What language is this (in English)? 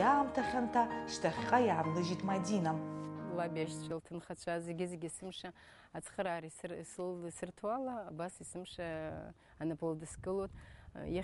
Abkhazian